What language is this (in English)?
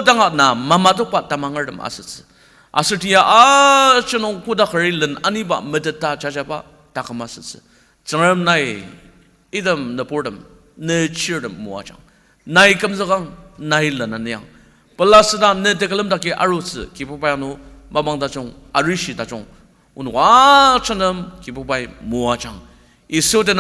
Ao Naga